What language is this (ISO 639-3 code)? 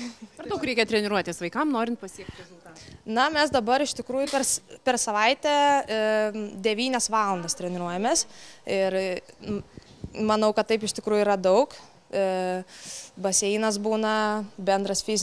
lit